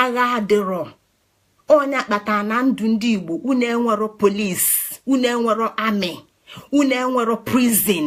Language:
Igbo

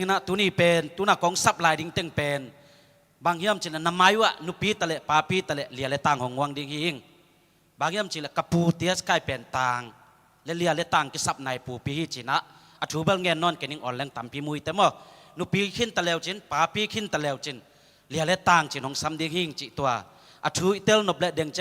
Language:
Tedim Chin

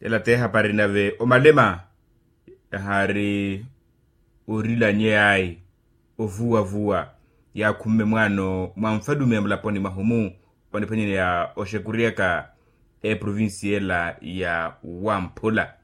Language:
Makhuwa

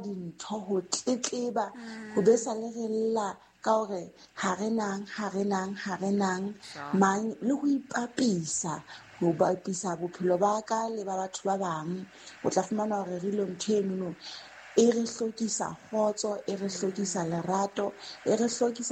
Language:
Southern Sotho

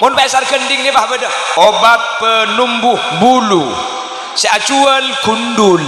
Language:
Madurese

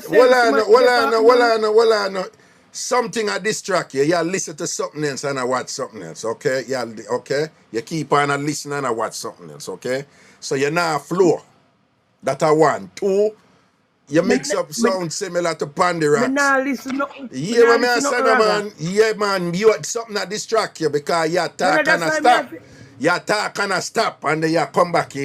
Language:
Jamaican Creole English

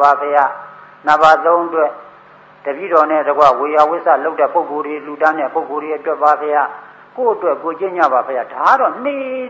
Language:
Burmese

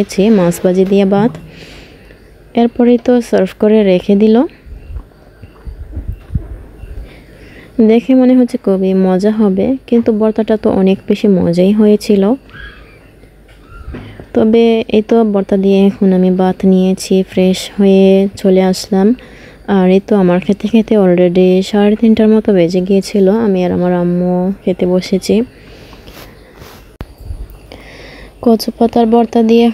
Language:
Bangla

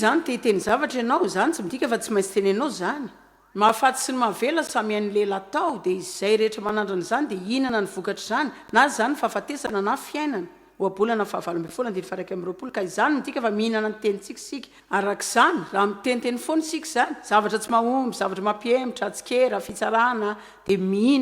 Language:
Malagasy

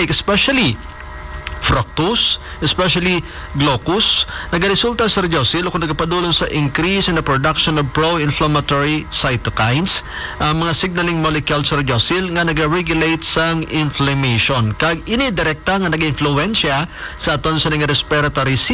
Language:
Hiligaynon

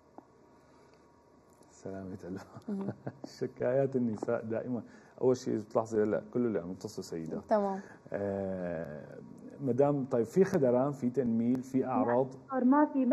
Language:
North Levantine Arabic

